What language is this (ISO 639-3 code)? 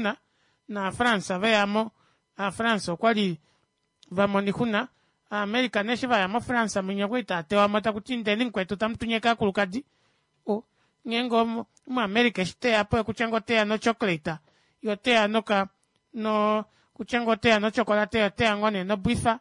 kua